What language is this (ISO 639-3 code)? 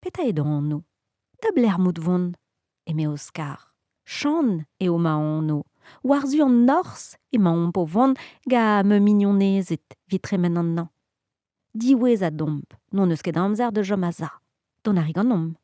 bre